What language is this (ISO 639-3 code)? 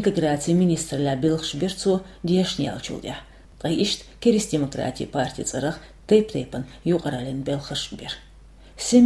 che